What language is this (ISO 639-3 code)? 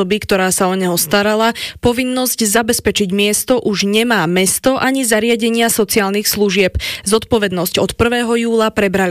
slk